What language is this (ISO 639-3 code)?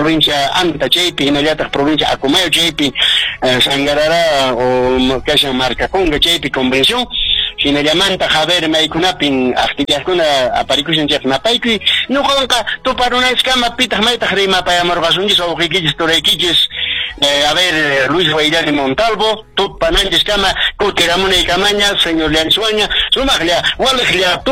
que